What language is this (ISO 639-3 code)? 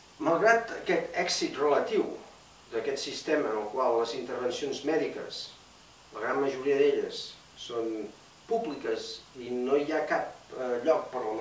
cat